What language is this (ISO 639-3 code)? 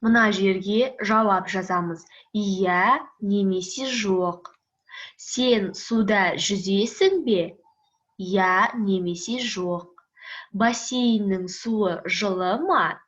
kaz